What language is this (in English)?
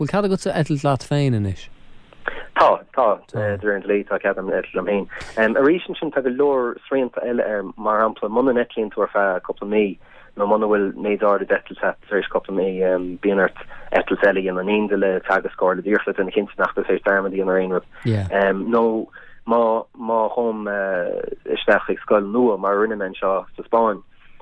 Irish